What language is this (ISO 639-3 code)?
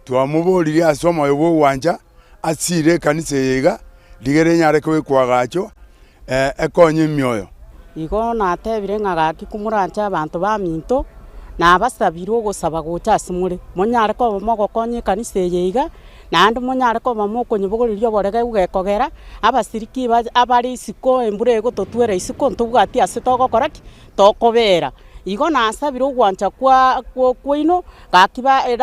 guz